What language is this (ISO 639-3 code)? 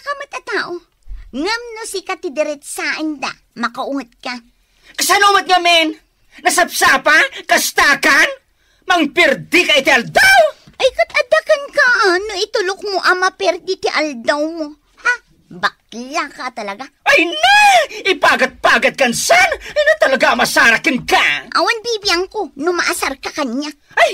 ilo